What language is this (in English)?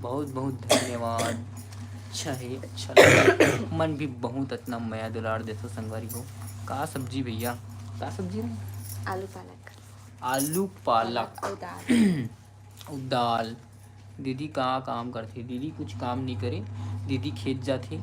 Chhattisgarhi